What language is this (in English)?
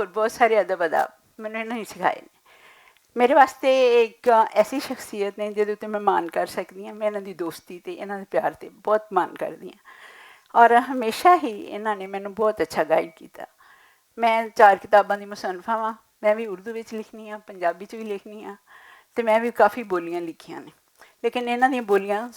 Western Panjabi